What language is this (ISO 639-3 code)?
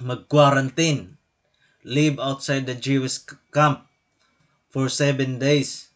war